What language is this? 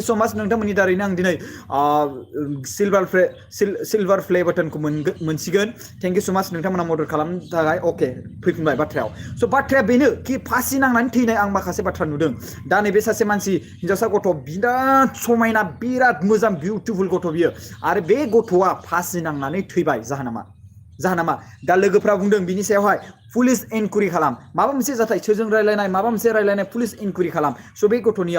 Bodo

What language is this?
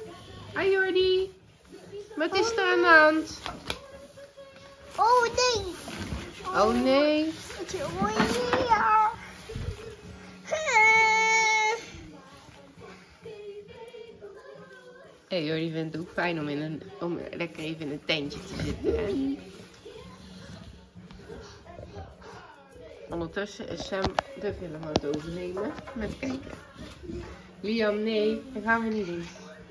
Dutch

